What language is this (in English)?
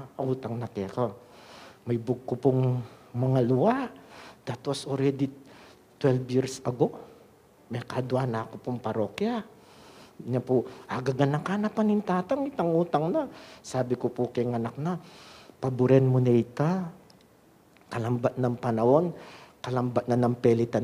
Pampanga